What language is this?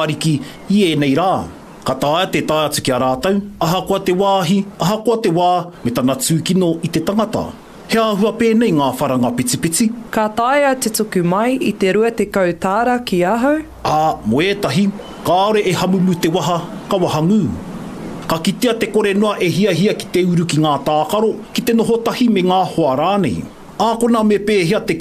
Māori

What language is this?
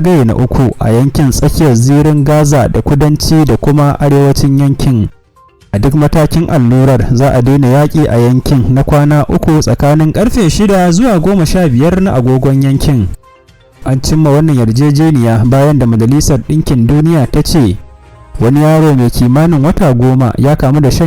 Hausa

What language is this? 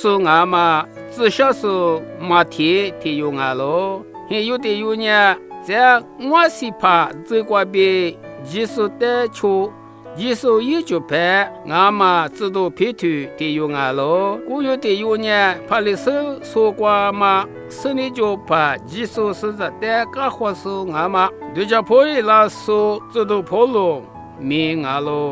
Lisu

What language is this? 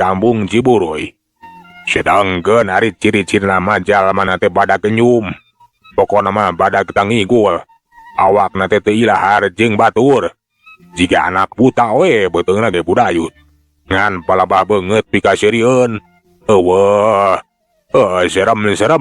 Sundanese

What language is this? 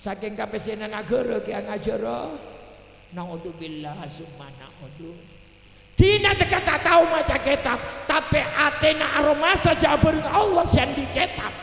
Madurese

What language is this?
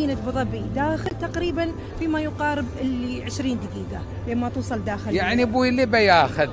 Gulf Arabic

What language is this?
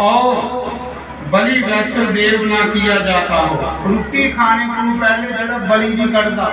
Dogri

